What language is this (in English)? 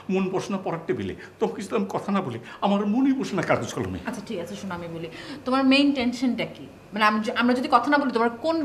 Bangla